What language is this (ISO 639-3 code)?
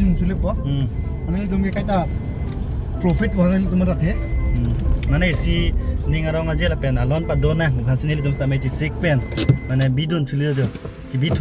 mjw